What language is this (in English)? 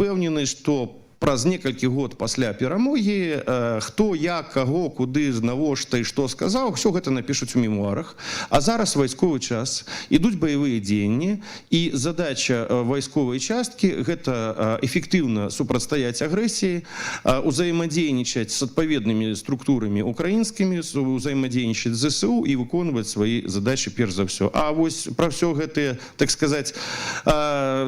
Belarusian